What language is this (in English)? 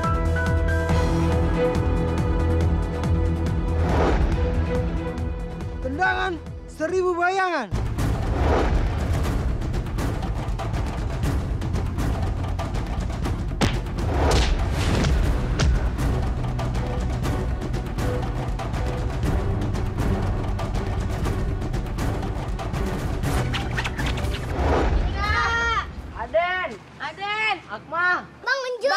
Indonesian